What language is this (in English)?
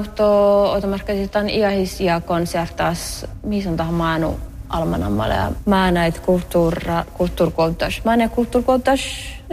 Northern Sami